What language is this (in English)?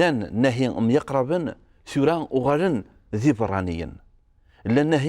Kabyle